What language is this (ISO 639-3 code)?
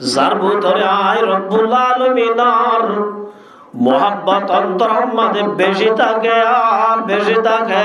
rhg